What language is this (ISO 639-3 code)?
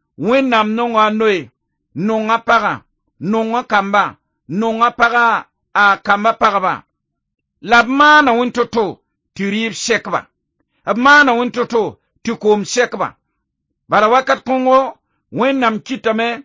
mos